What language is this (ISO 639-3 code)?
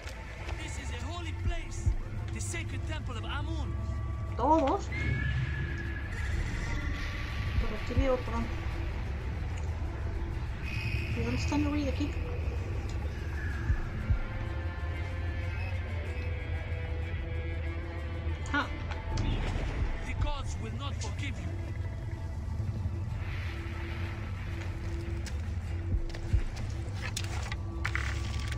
spa